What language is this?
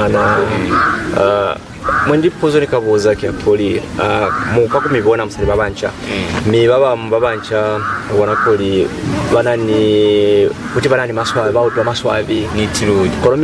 Lozi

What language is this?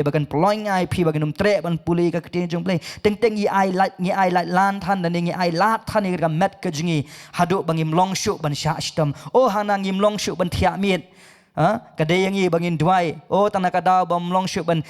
Khasi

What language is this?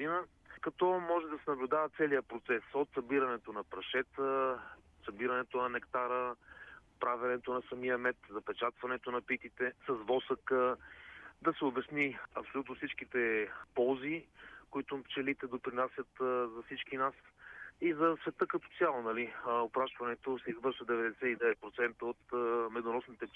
Bulgarian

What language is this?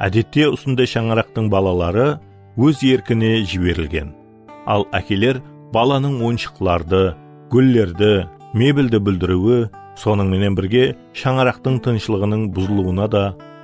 Kara-Kalpak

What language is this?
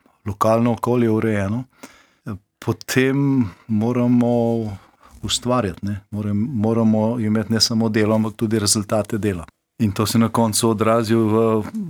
Slovenian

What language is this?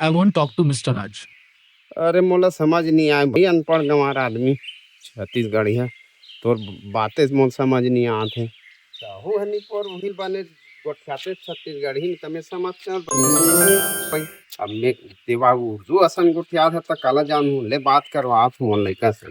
Chhattisgarhi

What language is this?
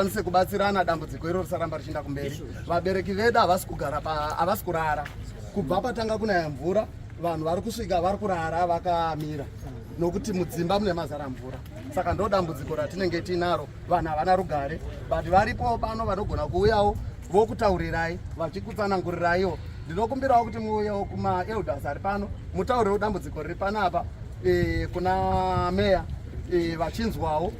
Shona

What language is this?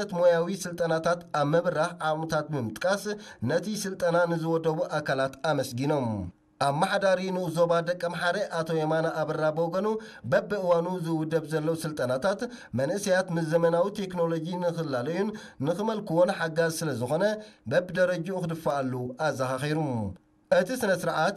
Tigrinya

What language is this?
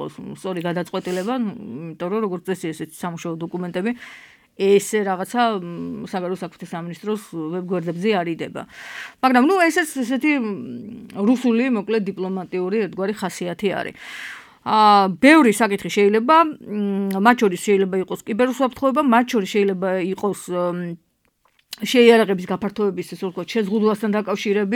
Georgian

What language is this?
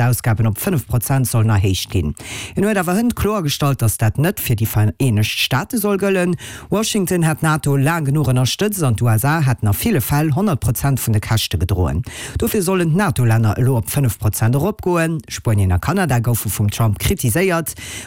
Luxembourgish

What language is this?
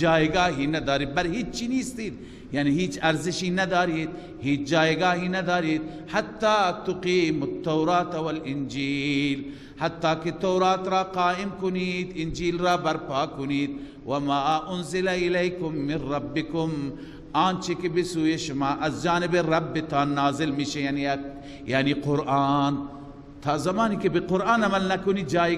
Persian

